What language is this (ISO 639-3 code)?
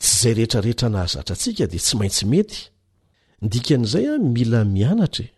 mlg